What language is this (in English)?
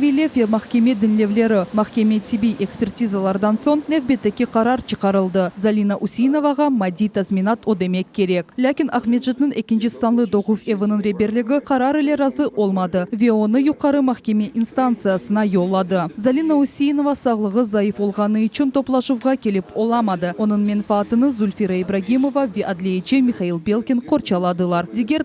Crimean Tatar